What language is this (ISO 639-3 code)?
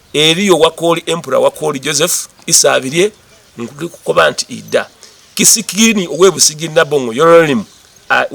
xog